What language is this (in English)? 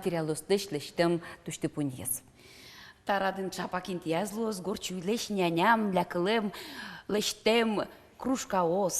Udmurt